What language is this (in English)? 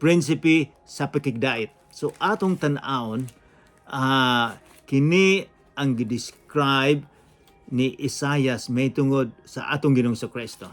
Cebuano